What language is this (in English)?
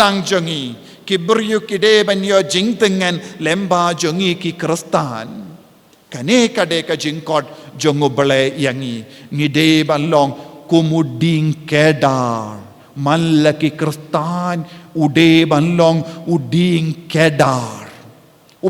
Khasi